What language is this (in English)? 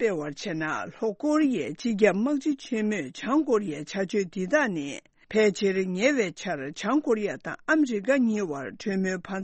Tibetan